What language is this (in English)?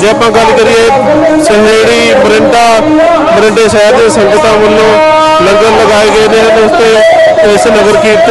Punjabi